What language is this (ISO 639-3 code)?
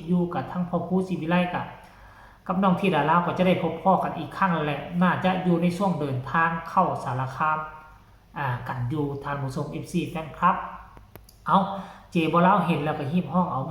tts